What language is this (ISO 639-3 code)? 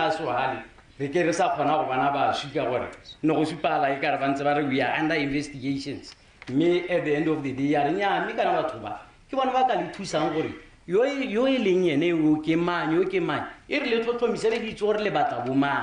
tsn